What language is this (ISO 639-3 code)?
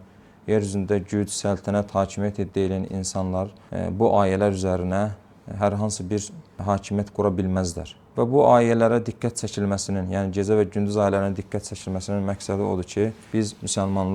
aze